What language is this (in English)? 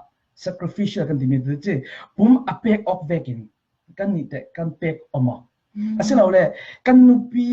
Falam Chin